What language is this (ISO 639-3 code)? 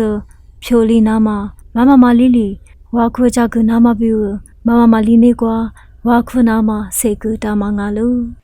lis